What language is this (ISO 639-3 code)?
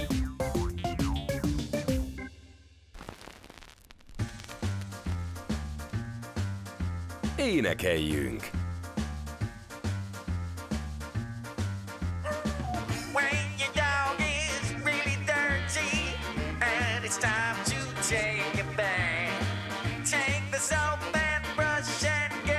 hun